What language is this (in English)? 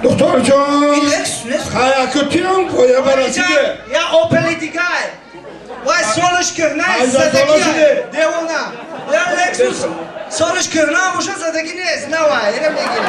Tajik